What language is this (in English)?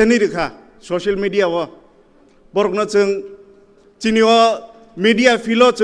Kok Borok